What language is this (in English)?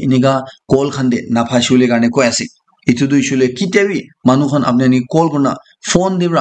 Naga Pidgin